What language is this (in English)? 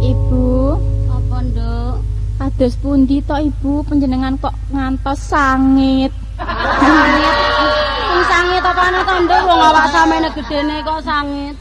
Javanese